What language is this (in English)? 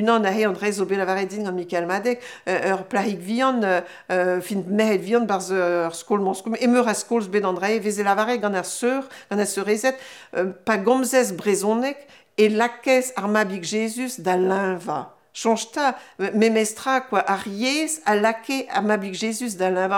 Breton